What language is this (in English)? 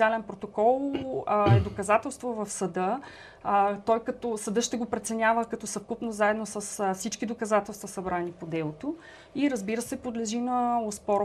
Bulgarian